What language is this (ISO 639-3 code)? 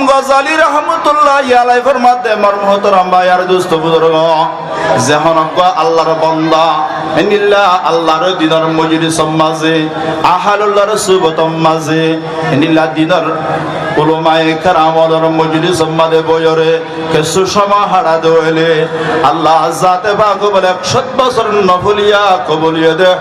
rhg